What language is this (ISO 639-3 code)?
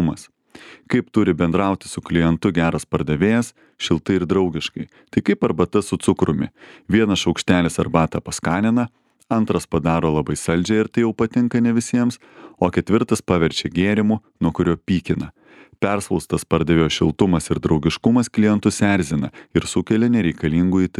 lit